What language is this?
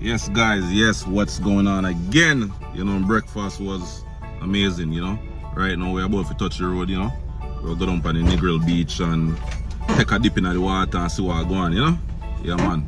Jamaican Creole English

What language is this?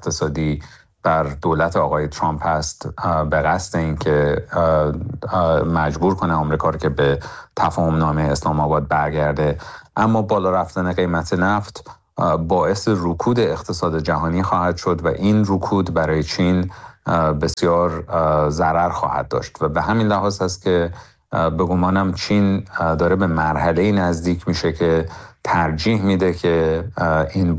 Persian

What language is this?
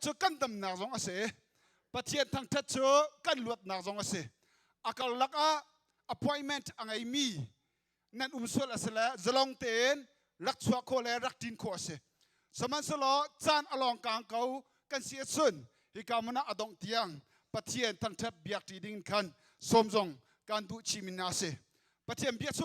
Hakha Chin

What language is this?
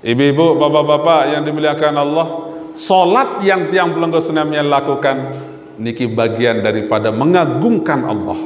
Sasak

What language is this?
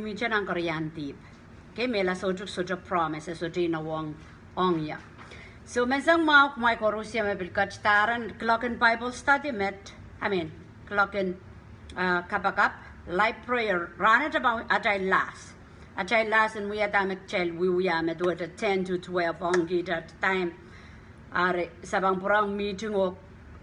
Pohnpeian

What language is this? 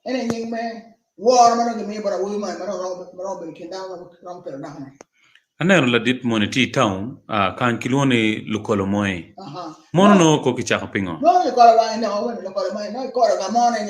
Acoli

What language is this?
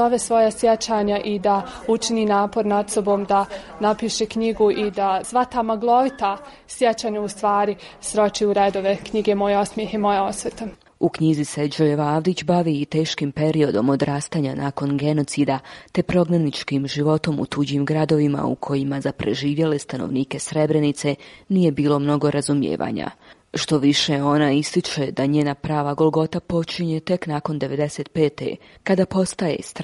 Bosnian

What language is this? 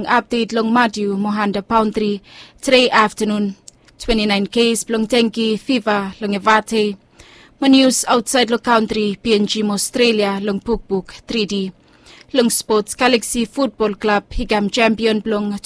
Bislama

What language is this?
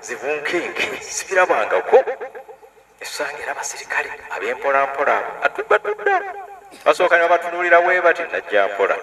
Ganda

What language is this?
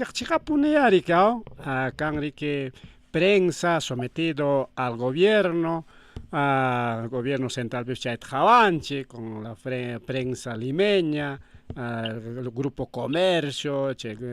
Ayacucho Quechua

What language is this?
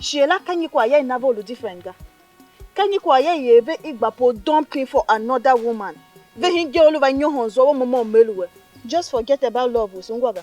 Tiv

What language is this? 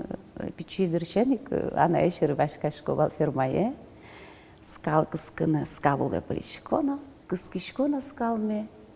Udmurt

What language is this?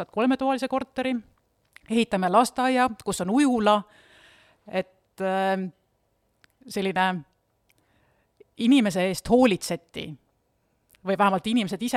Estonian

